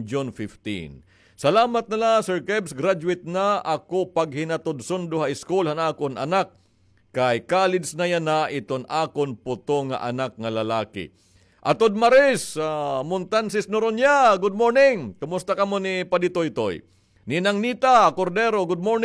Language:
Waray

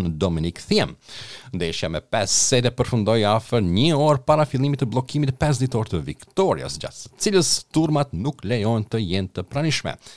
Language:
Albanian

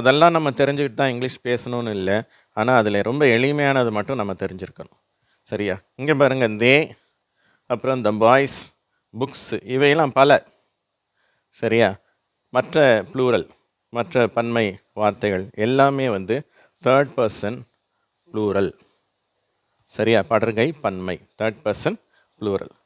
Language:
Tamil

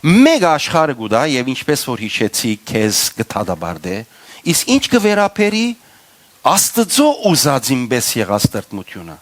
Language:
Western Armenian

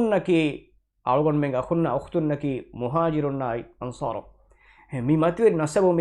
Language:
Divehi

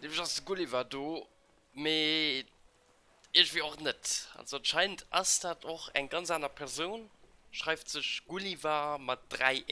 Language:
Luxembourgish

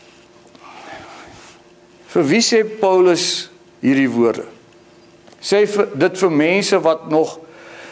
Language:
Afrikaans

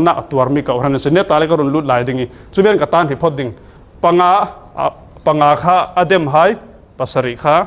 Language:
Falam Chin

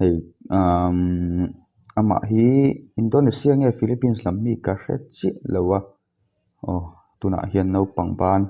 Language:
Mizo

